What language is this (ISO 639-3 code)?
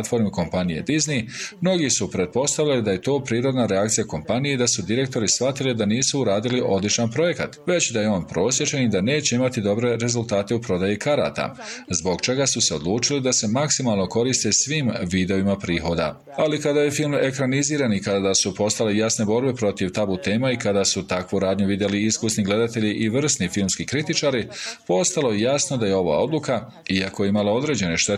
bos